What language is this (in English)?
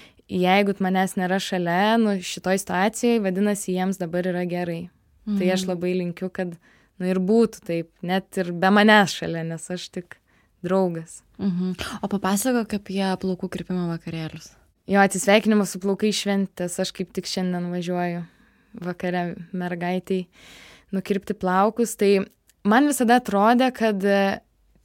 Lithuanian